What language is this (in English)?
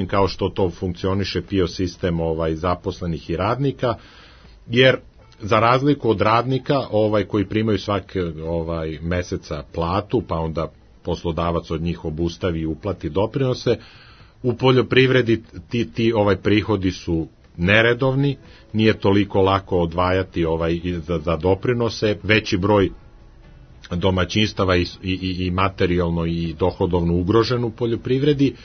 Serbian